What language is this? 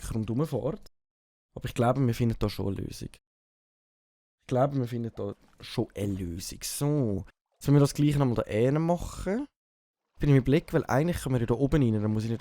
Swiss German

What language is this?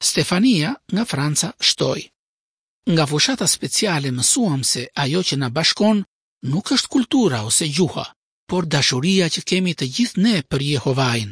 Albanian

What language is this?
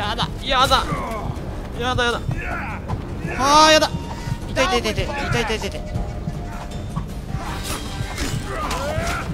Japanese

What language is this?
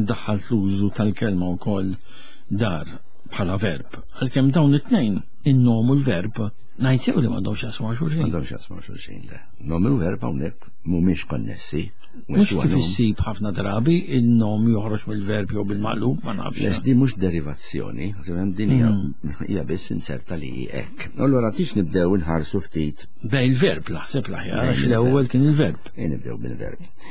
Maltese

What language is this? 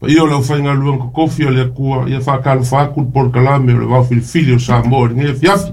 Samoan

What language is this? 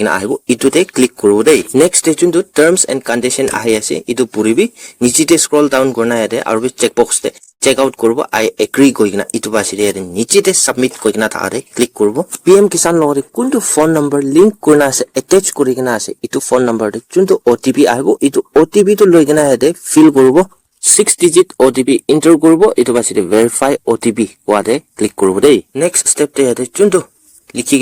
Naga Pidgin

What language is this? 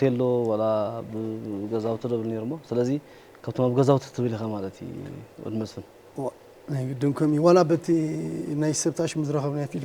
Tigrinya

